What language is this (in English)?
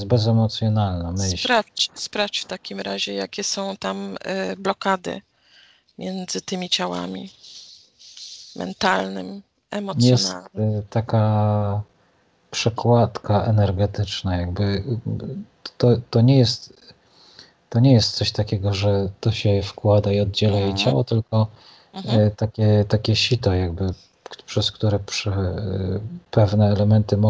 Polish